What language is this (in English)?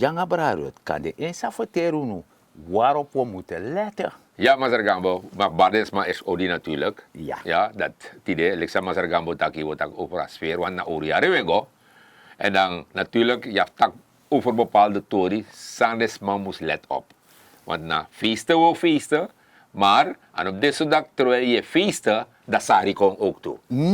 Sranan Tongo